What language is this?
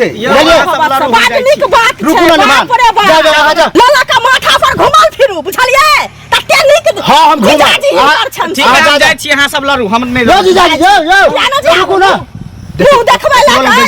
Maithili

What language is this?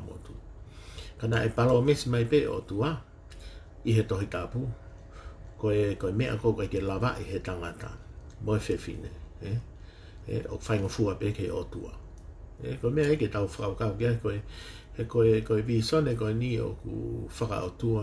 Tongan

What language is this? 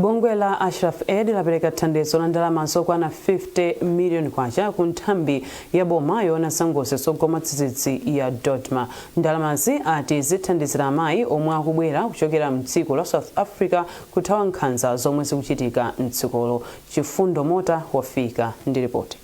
Nyanja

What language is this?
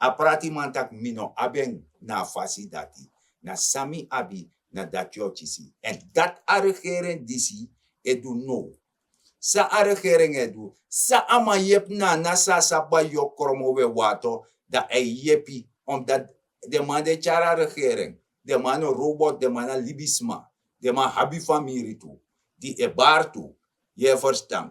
Sranan Tongo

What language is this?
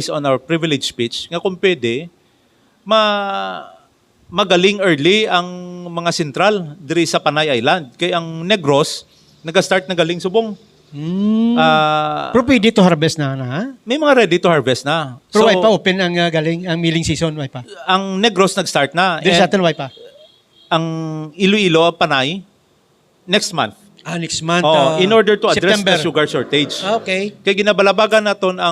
Hiligaynon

